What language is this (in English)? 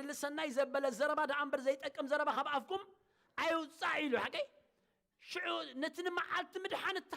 Tigrinya